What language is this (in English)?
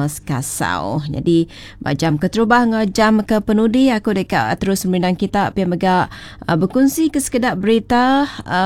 Iban